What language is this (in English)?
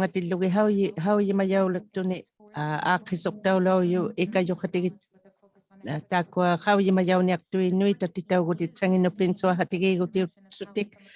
Inuktitut